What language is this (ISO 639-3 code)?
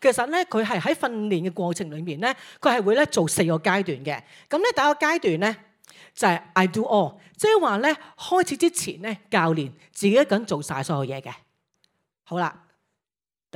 yue